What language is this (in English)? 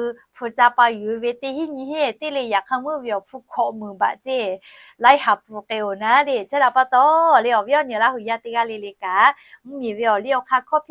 Lahu